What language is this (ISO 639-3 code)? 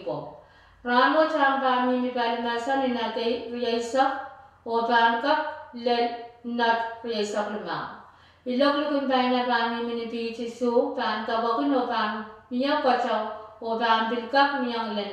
pon